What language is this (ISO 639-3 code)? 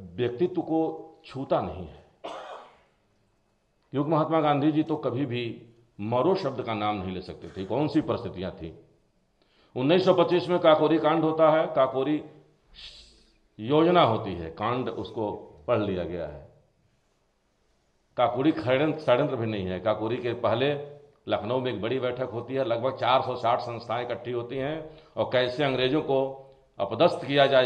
hin